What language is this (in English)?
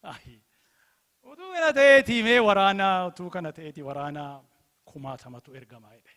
Oromo